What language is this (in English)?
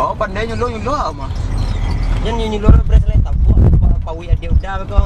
Minangkabau